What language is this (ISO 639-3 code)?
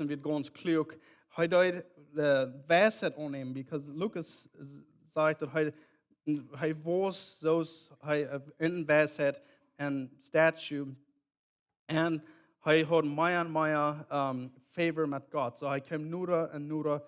pdt